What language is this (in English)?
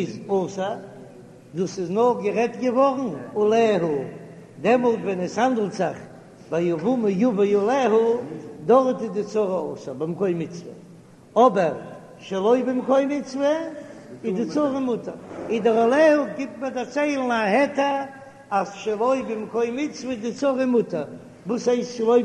Yiddish